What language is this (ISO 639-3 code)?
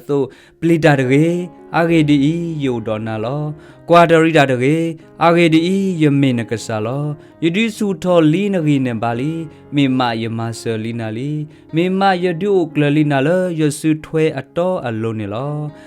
ksw